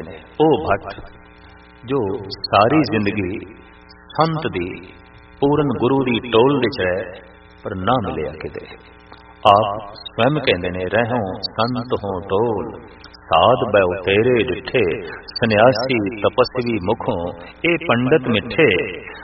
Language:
Punjabi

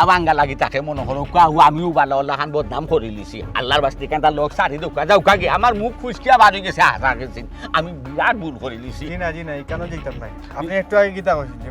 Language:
Sylheti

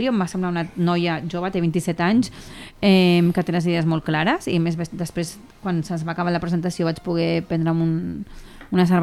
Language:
Catalan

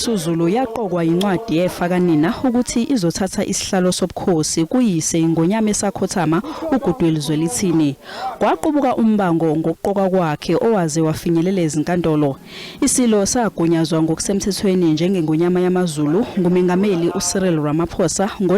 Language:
Zulu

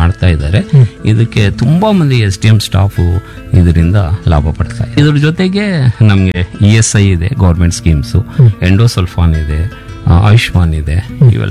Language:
Kannada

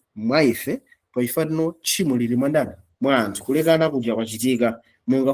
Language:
Nyanja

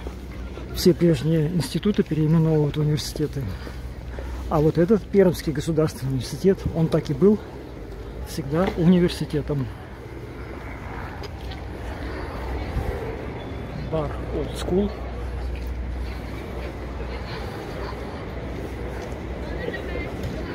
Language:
Russian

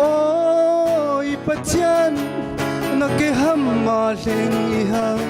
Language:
Falam Chin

